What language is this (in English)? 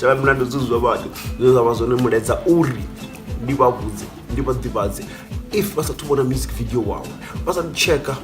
Venda